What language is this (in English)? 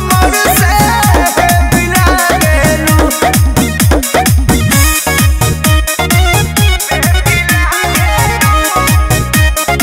Bhojpuri